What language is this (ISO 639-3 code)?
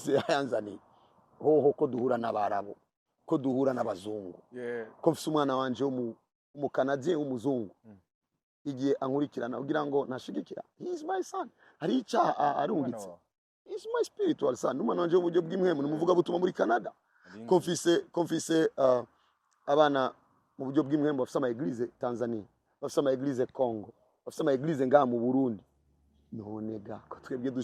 run